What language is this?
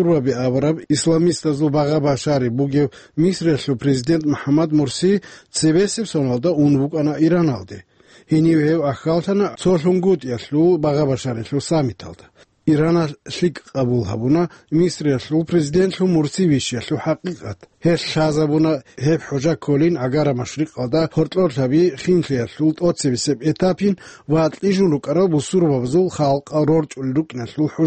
Avaric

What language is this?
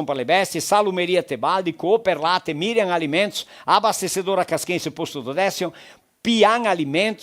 Venetian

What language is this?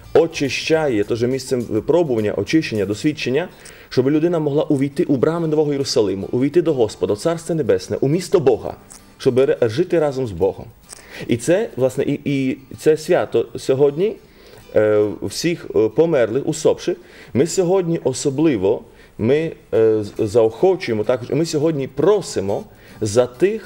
Ukrainian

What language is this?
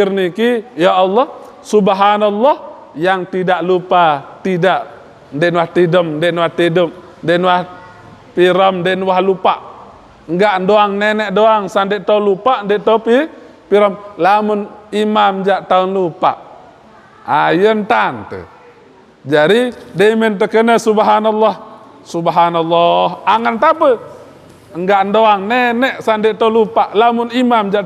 Sasak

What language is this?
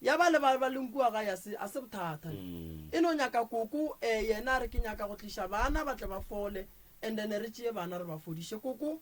Northern Sotho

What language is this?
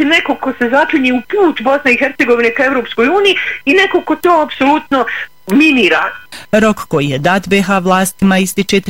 Bosnian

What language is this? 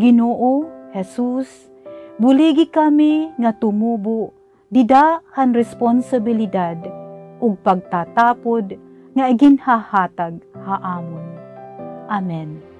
Waray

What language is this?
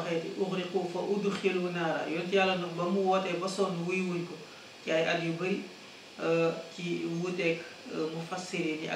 Wolof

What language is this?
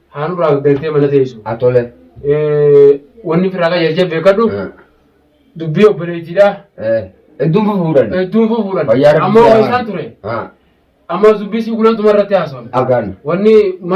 Oromo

